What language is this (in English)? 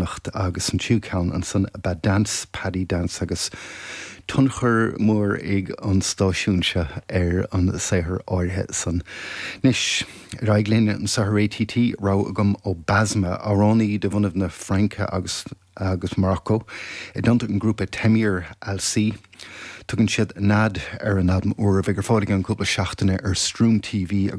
Irish